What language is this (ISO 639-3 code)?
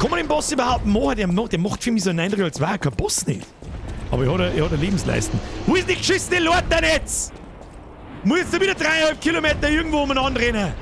bar